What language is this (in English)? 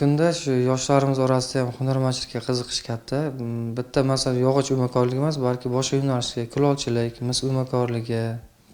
Uzbek